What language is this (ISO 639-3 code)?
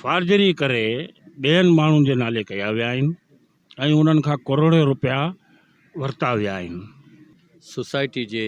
snd